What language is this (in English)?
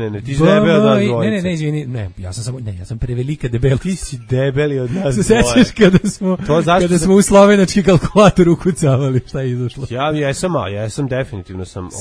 Serbian